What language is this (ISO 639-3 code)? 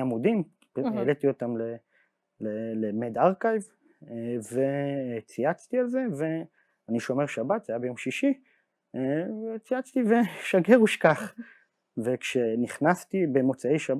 heb